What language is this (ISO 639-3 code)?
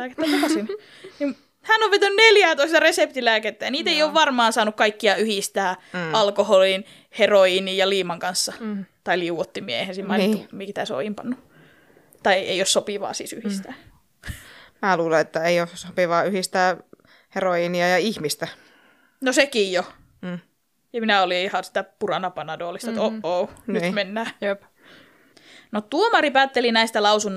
fin